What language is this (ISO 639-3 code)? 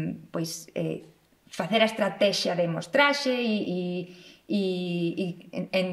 glg